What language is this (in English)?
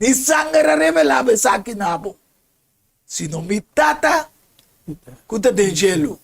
Papiamento